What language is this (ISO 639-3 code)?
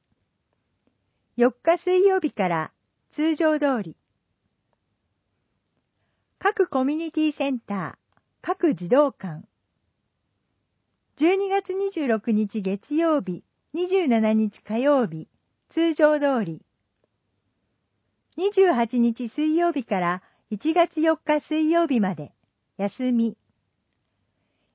jpn